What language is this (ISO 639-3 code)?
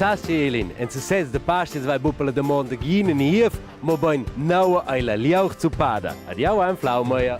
roh